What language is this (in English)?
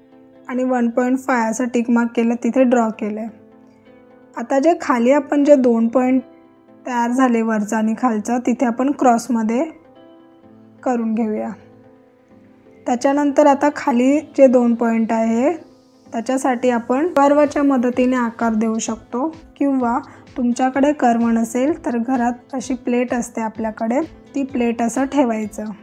Marathi